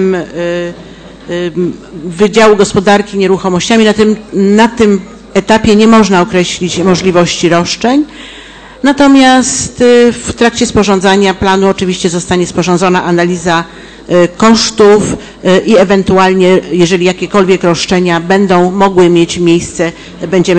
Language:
Polish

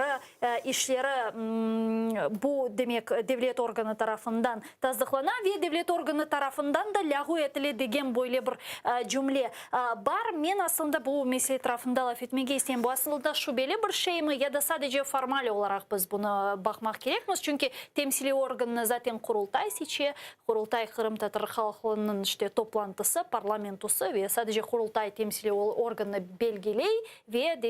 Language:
Crimean Tatar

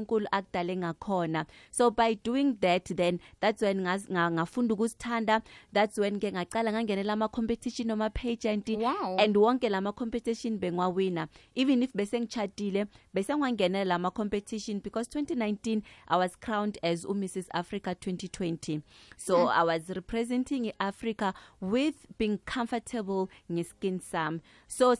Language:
South Ndebele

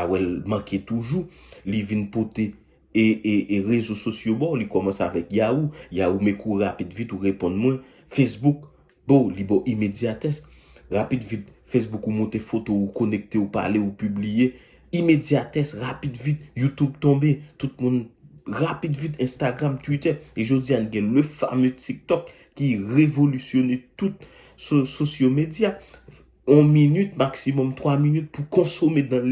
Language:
Haitian Creole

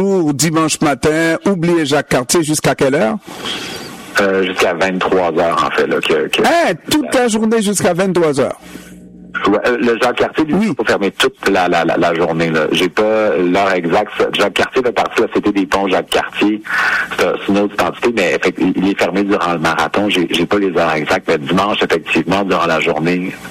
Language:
French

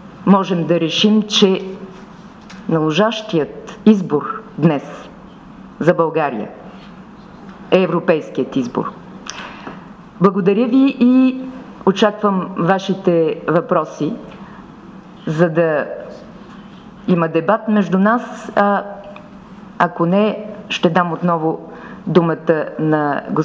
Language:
Bulgarian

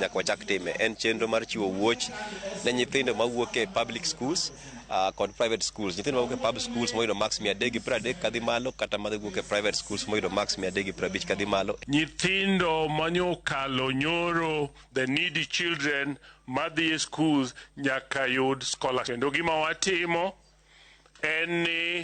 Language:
Luo (Kenya and Tanzania)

